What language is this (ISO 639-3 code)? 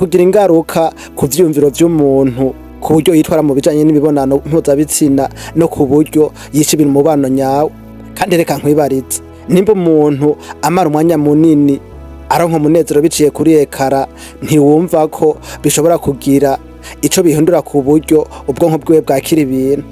run